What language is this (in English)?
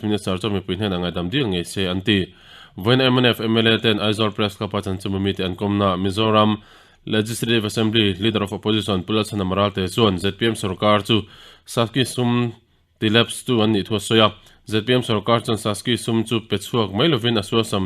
Mizo